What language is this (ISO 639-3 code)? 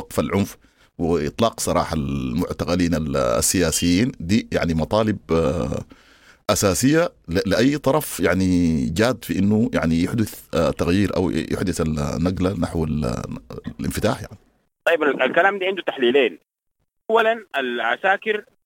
apd